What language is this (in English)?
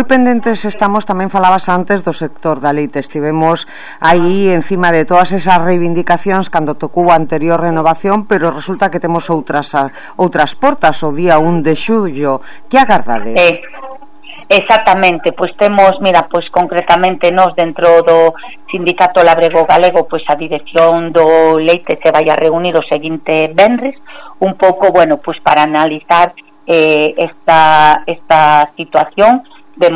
Galician